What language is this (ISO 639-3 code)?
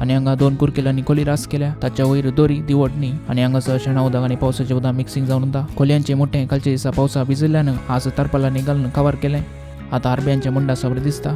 kok